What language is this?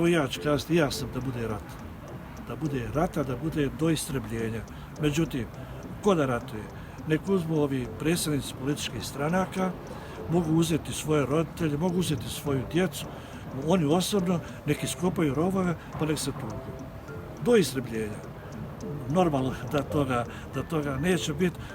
Bosnian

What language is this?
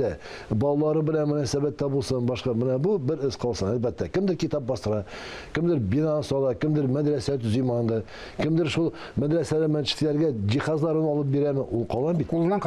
Tatar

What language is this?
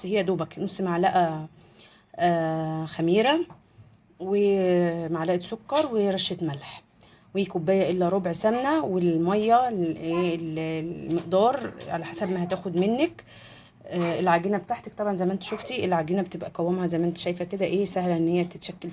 Egyptian Arabic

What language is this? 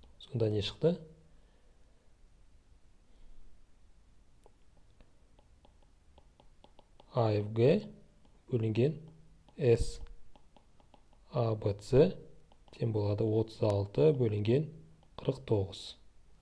Kazakh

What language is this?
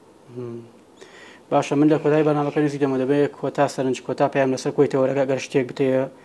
Central Kurdish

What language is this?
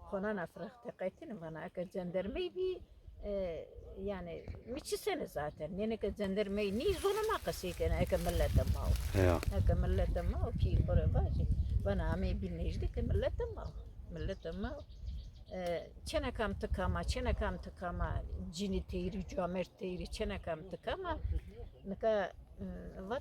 Zaza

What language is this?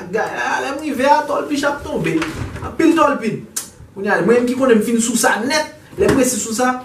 Haitian Creole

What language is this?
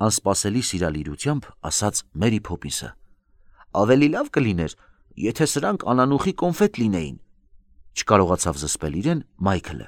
Armenian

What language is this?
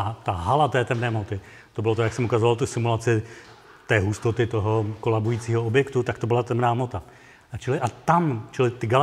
Czech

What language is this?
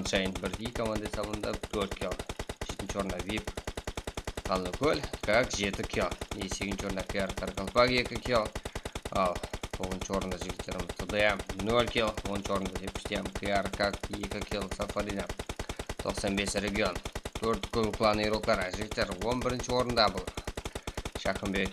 Kara-Kalpak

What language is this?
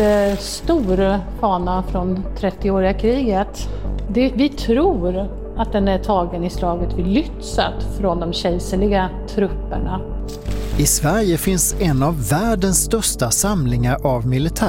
Swedish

